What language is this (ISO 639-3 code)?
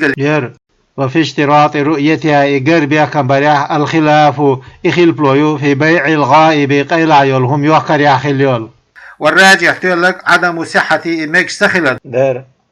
che